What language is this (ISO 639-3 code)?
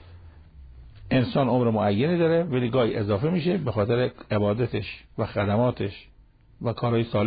fas